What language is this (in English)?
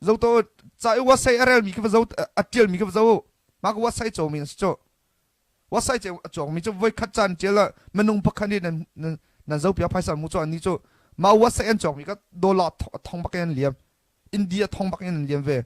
Hakha Chin